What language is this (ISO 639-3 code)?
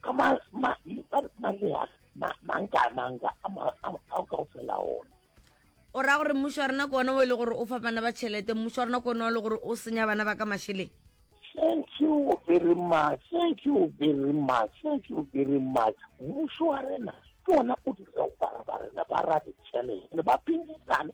nso